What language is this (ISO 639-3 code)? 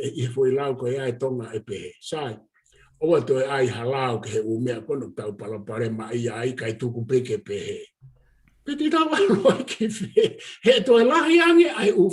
ton